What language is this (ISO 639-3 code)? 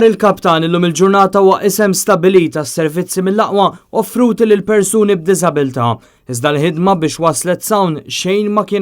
mlt